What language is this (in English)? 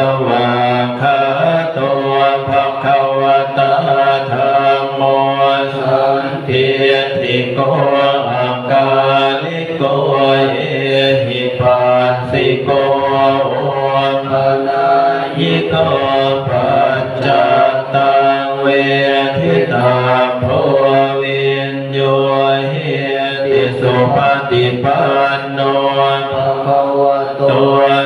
Pali